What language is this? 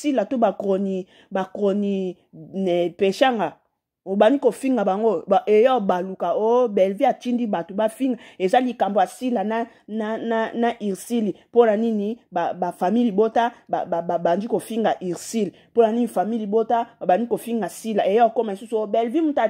Lingala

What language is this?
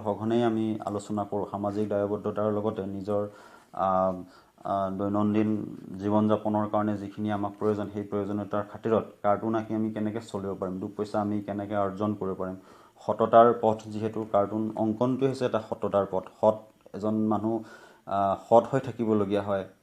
Assamese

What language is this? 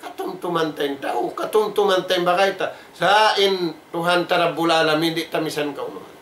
Tausug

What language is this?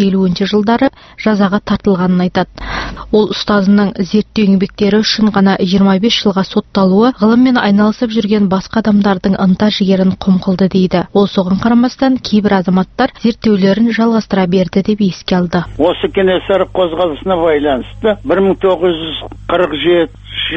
Kazakh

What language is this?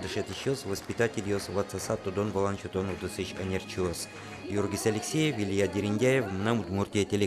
Udmurt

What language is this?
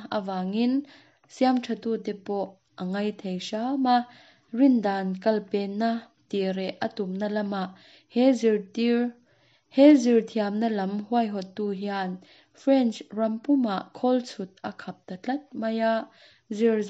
Mizo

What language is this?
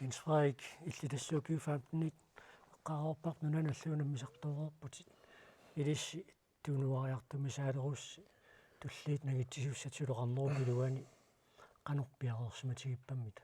Kalaallisut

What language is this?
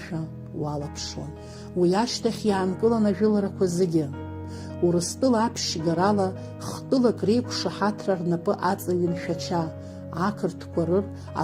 Abkhazian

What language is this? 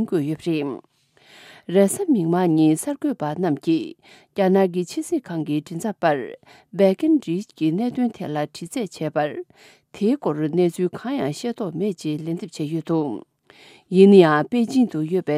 Tibetan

